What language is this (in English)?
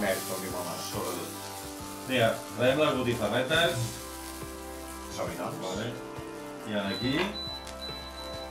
Catalan